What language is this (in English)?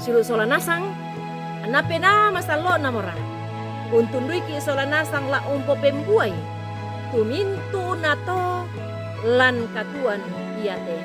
Toraja-Sa'dan